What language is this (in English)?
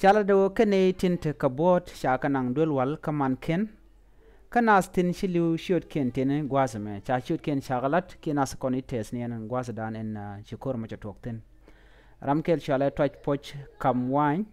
Nuer